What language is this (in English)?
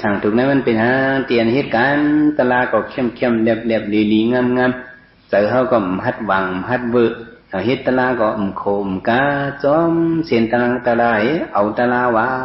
Shan